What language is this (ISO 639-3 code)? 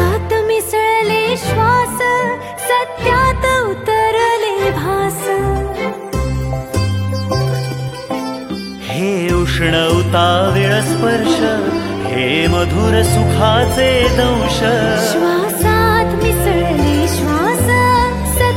mar